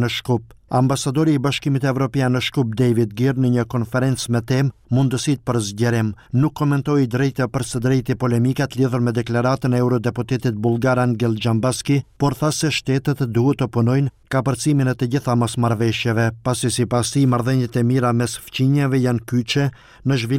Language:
Albanian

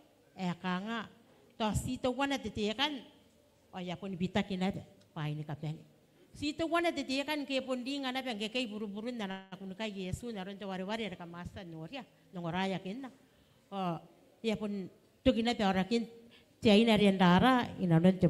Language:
Gilbertese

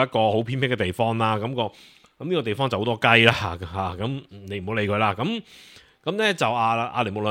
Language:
Cantonese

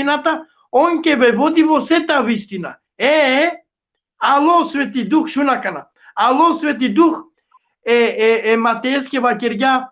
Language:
Balkan Romani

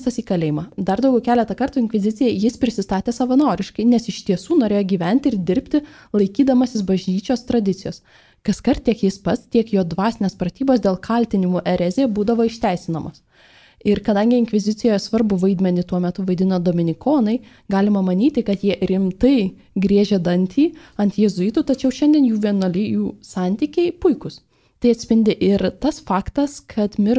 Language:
Lithuanian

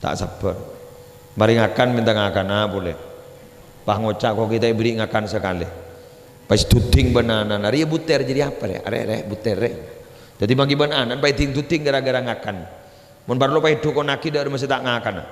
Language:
Madurese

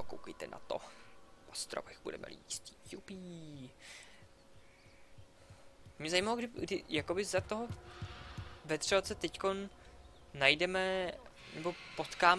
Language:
Czech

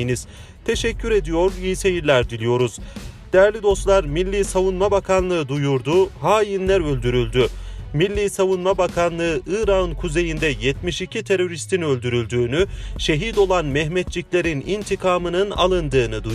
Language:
Turkish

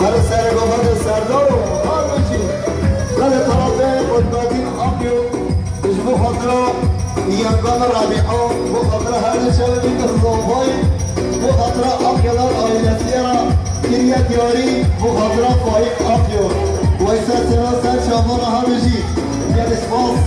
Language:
Kurdish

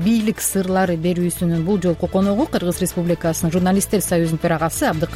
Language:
Kyrgyz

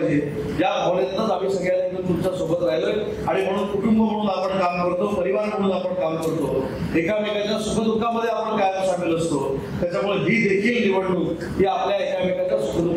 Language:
Marathi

